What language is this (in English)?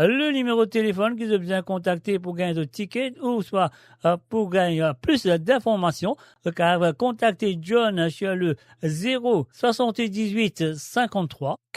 Morisyen